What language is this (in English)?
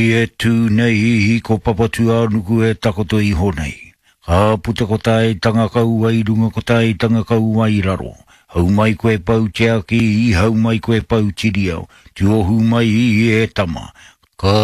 Māori